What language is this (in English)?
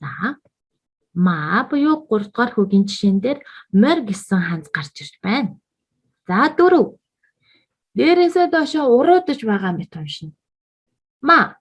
Mongolian